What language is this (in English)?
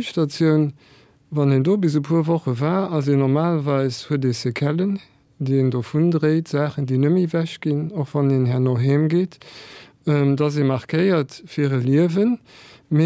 Luxembourgish